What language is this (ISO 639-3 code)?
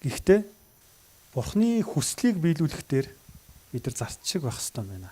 mon